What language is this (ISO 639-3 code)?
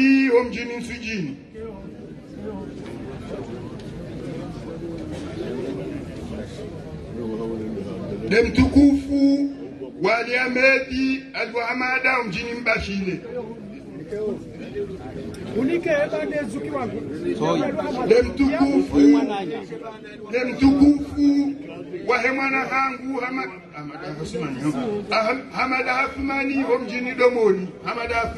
swa